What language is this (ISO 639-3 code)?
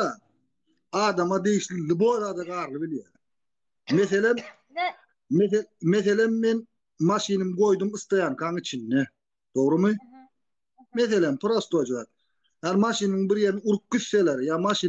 tuk